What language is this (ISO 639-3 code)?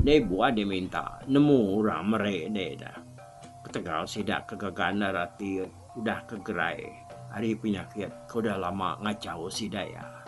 iba